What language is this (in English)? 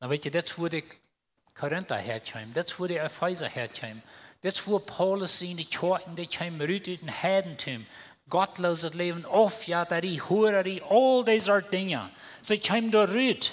Plautdietsch